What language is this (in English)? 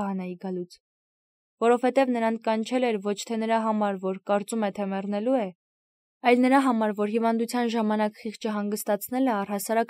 Armenian